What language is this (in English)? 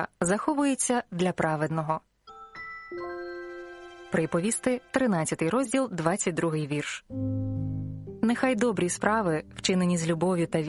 Ukrainian